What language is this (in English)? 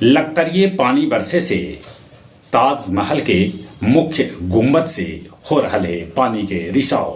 Magahi